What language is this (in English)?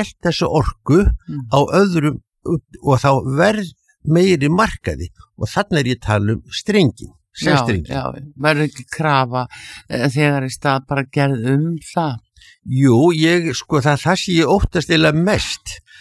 Icelandic